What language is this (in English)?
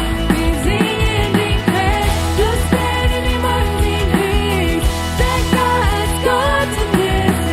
Plautdietsch